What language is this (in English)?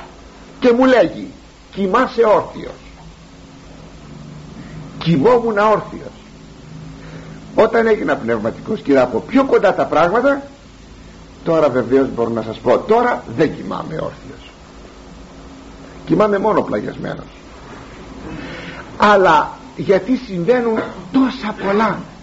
Greek